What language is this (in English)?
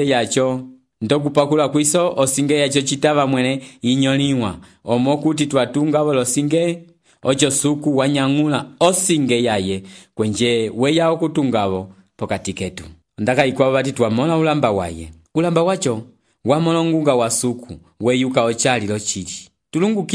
Umbundu